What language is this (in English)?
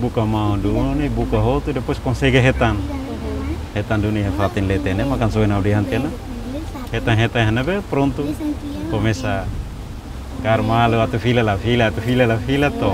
Tetum